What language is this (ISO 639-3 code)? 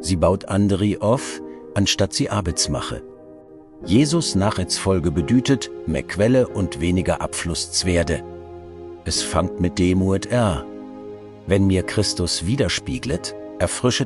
gsw